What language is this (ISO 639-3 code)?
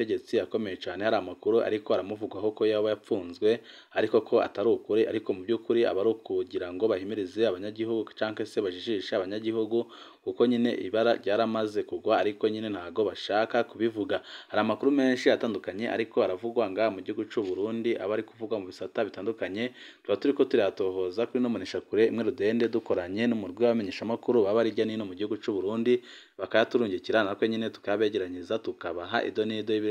run